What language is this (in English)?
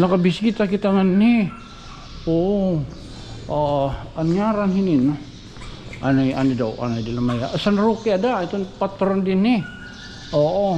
Waray